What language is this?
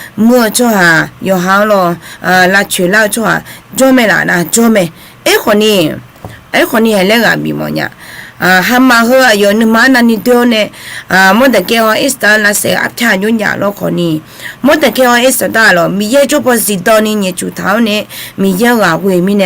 Akha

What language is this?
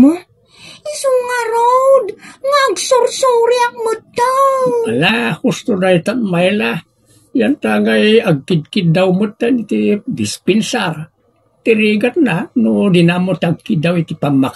Iloko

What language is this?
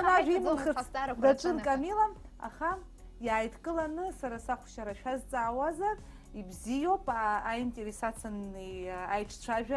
Abkhazian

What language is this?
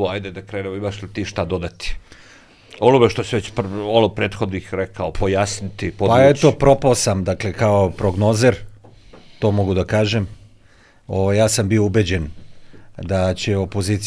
Serbian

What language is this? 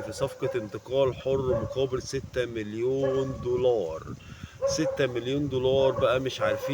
Egyptian Arabic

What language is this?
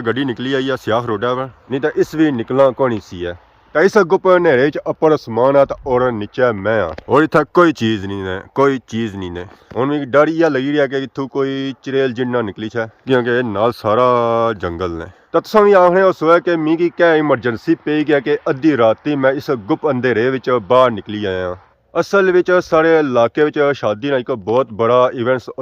Pahari-Potwari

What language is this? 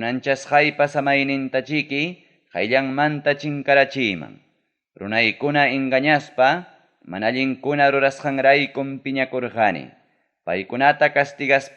Ayacucho Quechua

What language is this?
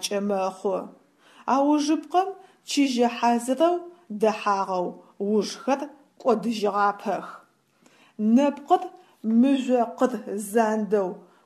Adyghe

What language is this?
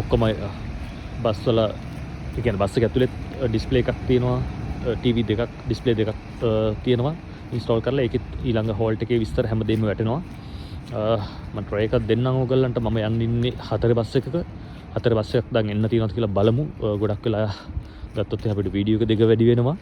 Sinhala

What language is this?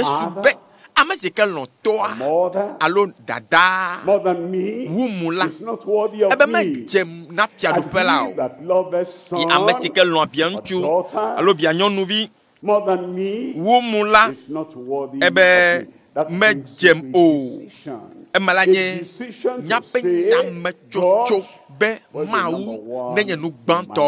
Ewe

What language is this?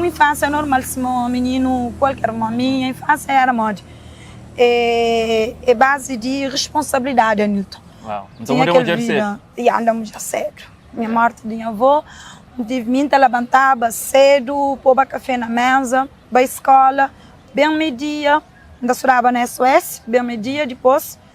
Kabuverdianu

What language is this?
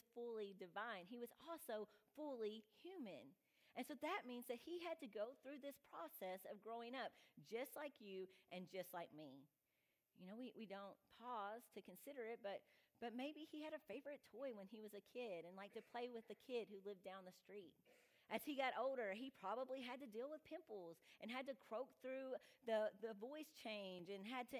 English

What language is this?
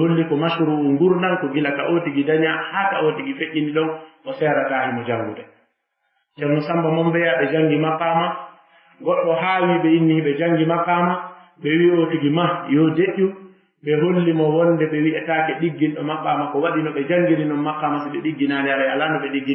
Fula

